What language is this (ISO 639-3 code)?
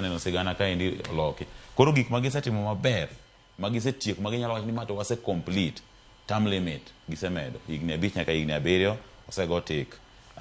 luo